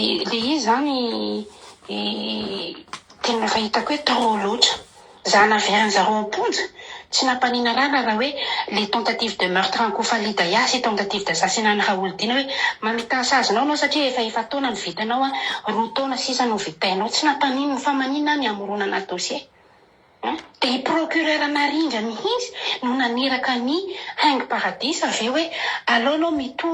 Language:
Malagasy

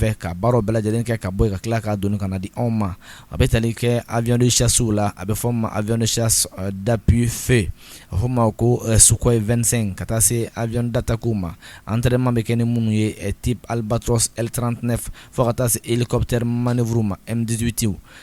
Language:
Bambara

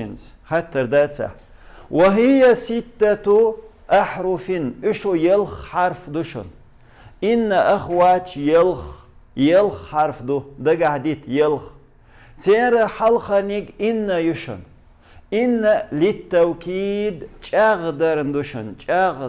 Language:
Chechen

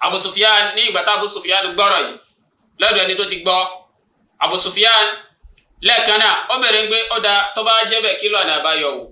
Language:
Yoruba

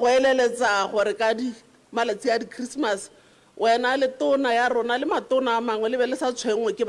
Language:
Tswana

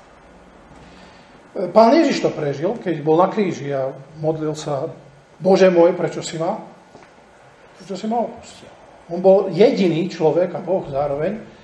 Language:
Slovak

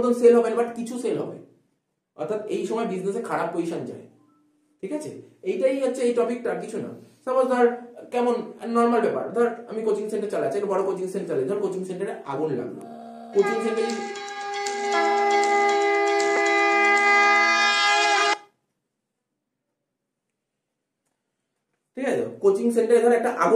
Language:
Bangla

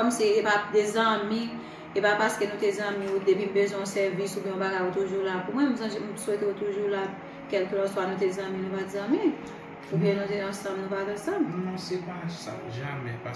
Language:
Haitian Creole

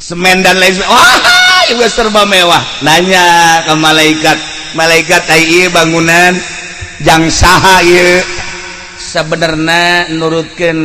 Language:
Sundanese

